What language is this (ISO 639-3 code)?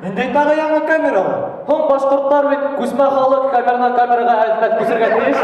bak